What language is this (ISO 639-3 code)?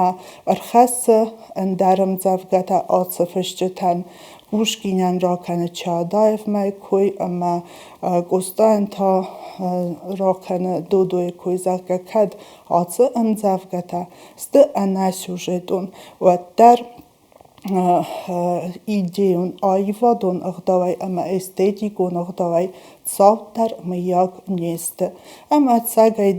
oss